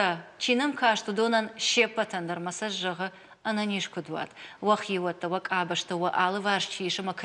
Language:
Ossetic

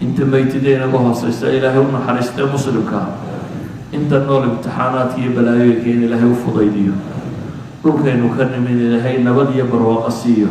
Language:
Somali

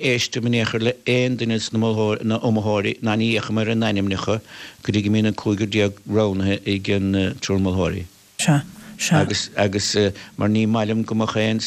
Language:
Irish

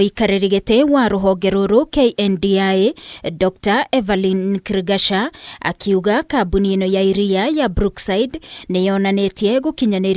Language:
Kikuyu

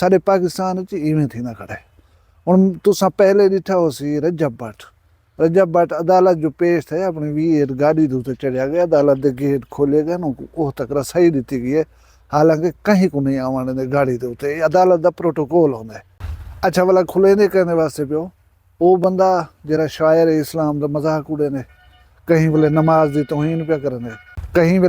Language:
Saraiki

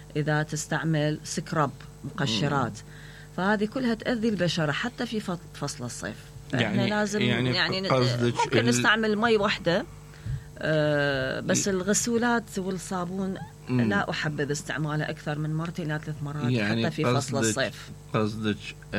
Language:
Mesopotamian Arabic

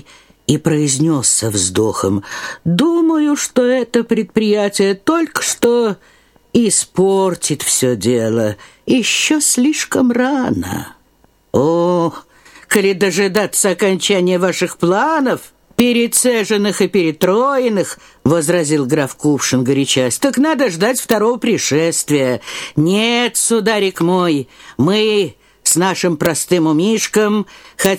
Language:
Russian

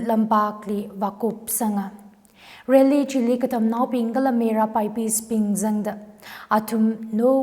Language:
Tangkhul Naga (India)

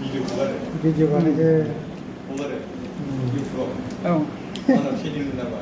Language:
Bodo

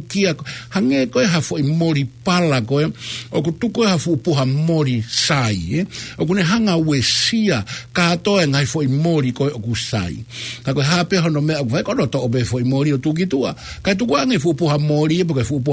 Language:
Tongan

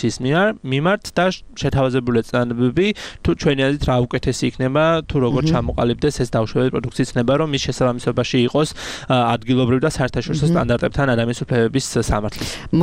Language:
Georgian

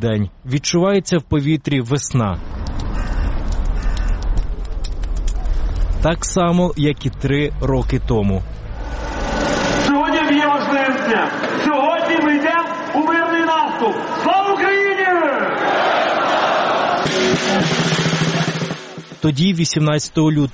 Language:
Ukrainian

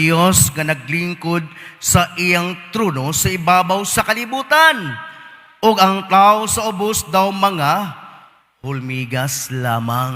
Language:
Cebuano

